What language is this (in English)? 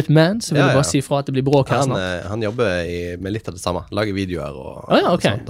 Norwegian